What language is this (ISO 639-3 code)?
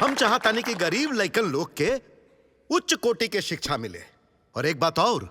bho